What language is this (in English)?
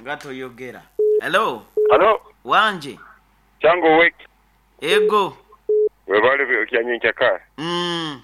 Nyoro